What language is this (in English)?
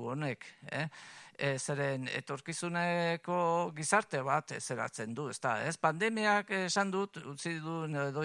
Basque